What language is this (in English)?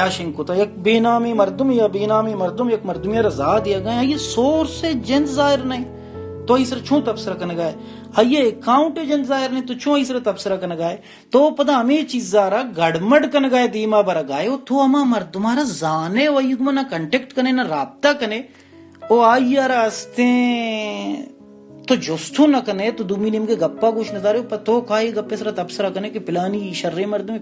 Baluchi